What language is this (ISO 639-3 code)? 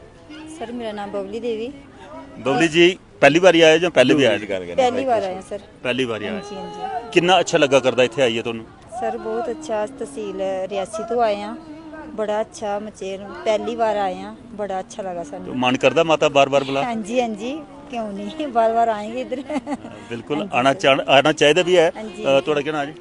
doi